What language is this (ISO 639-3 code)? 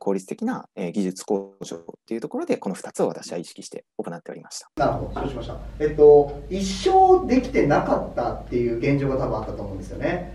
jpn